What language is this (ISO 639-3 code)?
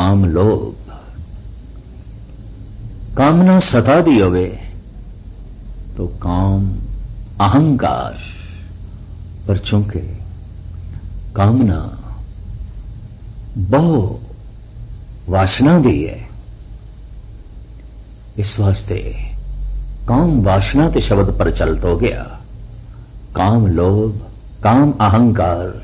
pan